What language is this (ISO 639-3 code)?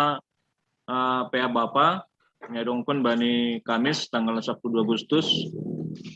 bts